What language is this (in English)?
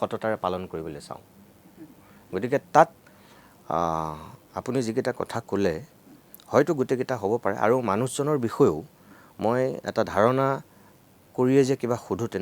Assamese